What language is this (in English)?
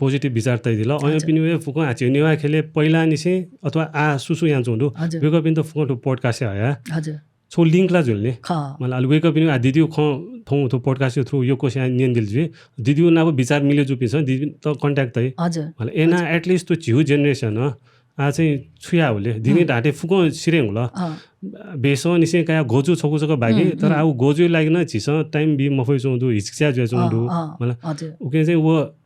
Newari